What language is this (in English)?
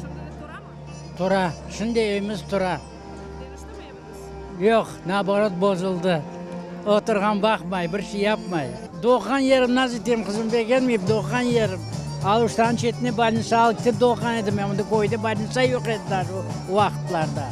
Crimean Tatar